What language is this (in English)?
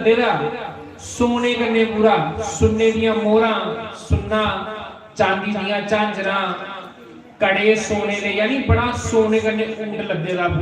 Dogri